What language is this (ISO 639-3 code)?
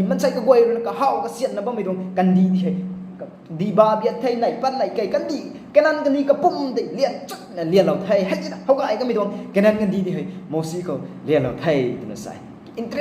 nbu